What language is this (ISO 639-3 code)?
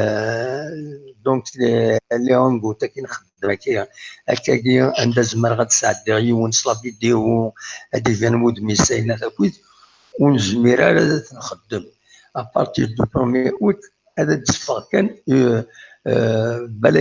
kab